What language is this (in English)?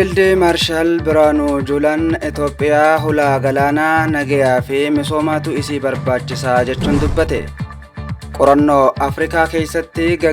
Oromo